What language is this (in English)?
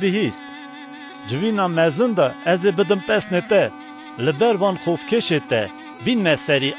Kurdish